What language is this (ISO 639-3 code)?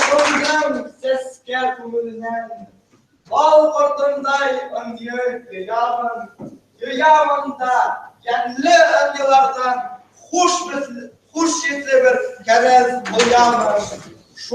bak